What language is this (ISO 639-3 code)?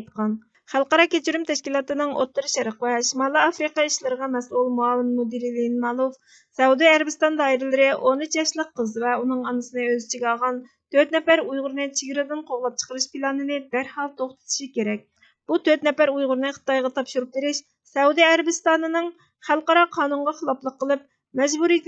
uig